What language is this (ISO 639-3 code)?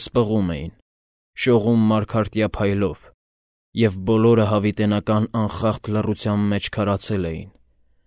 hye